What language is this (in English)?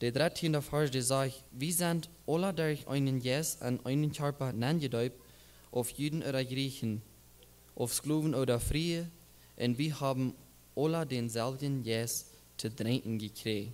Plautdietsch